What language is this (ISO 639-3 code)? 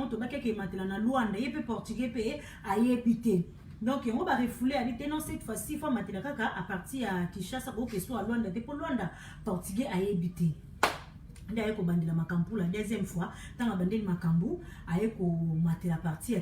lin